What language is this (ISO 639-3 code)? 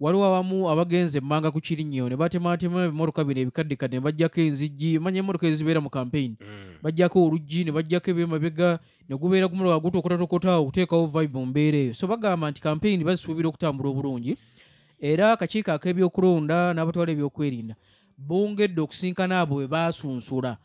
lug